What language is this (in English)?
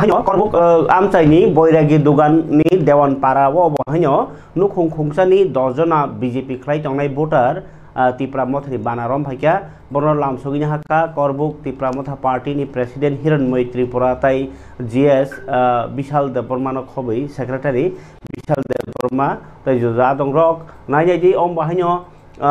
Kok Borok